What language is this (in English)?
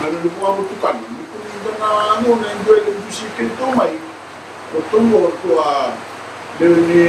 Fijian